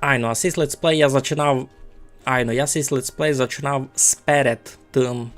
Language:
Rusyn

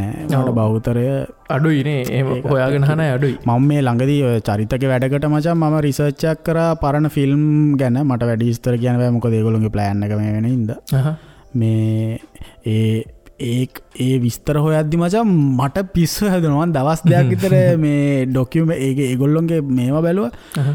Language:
Sinhala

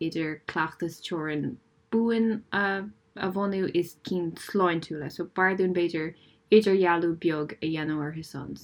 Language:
Irish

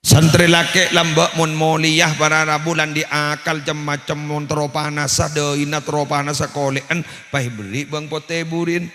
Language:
Madurese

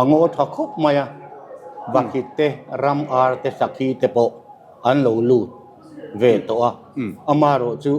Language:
Mizo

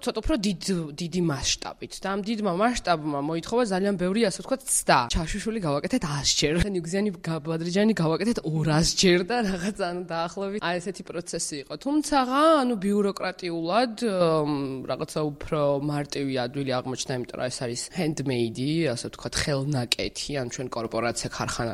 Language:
Georgian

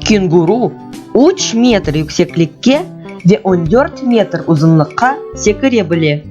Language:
Crimean Tatar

